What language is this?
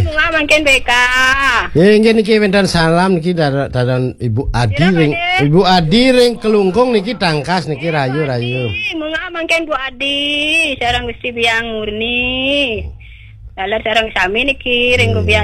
Balinese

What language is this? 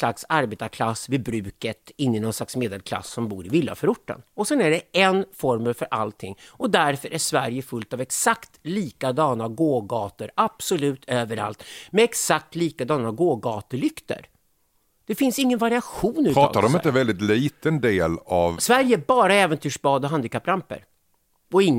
Swedish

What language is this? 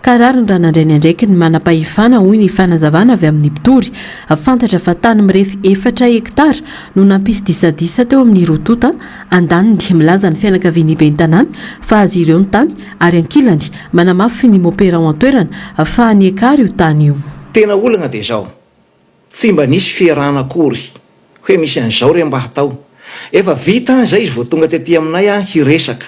Malagasy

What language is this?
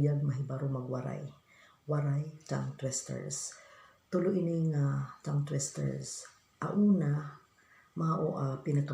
Waray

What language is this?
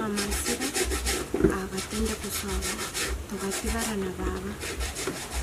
Gusii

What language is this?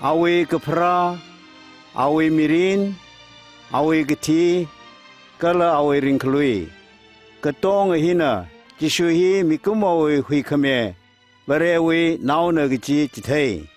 Tangkhul Naga (India)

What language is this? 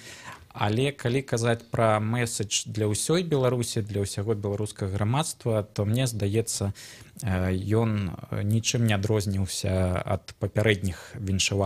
Belarusian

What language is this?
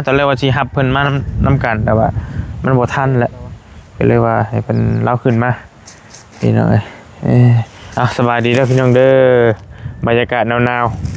Northeastern Thai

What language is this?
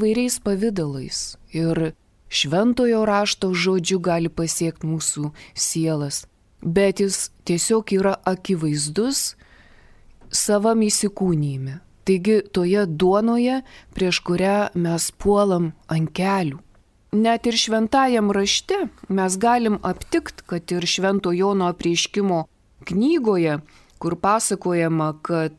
Lithuanian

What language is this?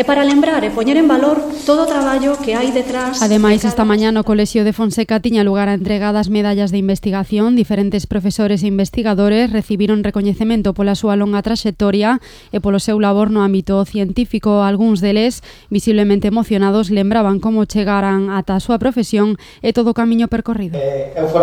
Galician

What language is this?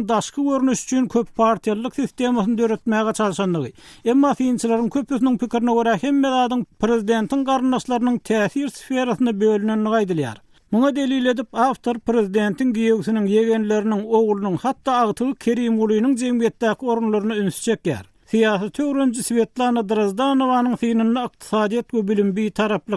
Turkmen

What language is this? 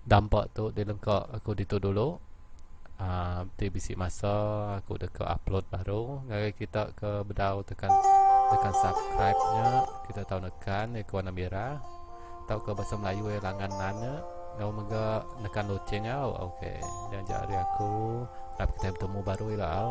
Iban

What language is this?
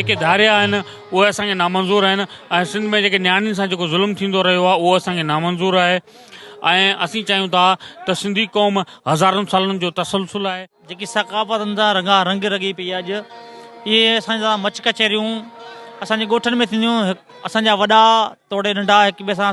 Sindhi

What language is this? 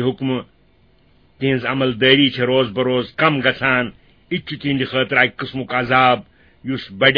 Kashmiri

